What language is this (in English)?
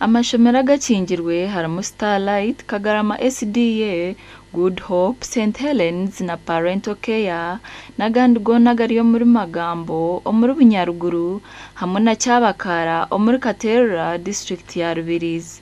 Nyankole